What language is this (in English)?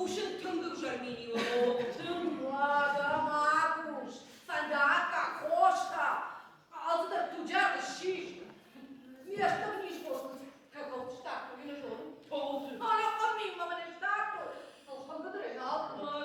Ossetic